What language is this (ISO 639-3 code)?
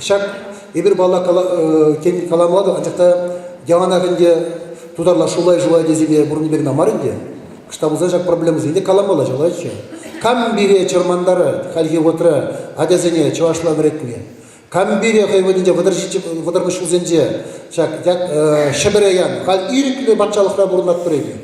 chv